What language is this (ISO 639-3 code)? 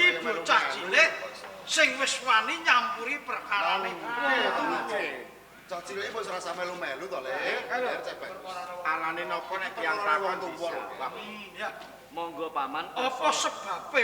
jav